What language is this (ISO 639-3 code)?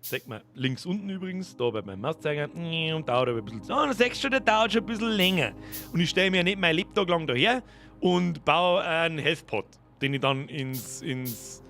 bar